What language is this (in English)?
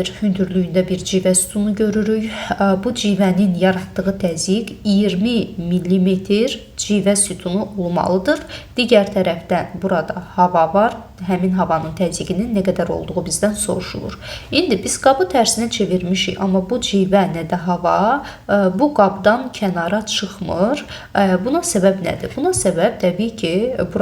Azerbaijani